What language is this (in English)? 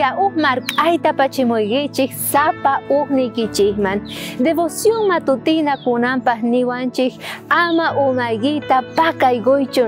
South Bolivian Quechua